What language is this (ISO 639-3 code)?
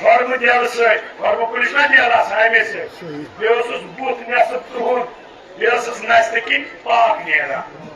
kas